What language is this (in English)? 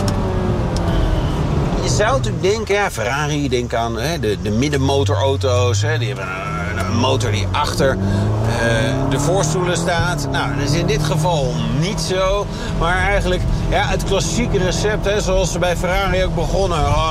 Dutch